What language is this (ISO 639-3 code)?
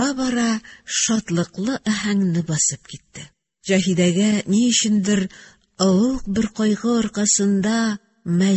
tat